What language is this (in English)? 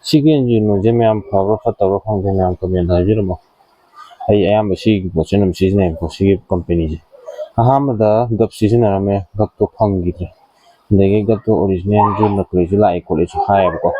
Manipuri